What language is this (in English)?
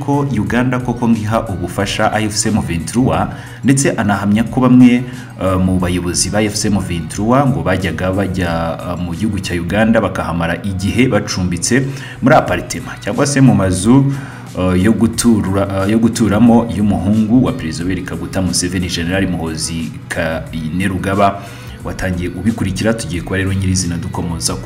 Kinyarwanda